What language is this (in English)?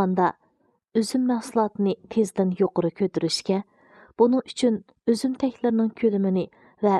Uyghur